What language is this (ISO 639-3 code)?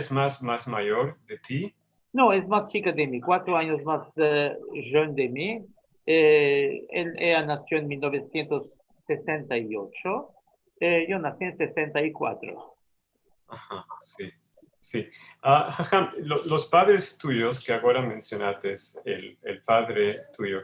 lad